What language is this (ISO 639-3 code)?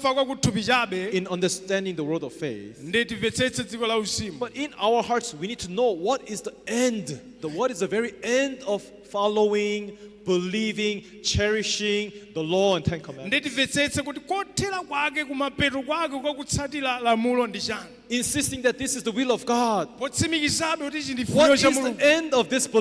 nya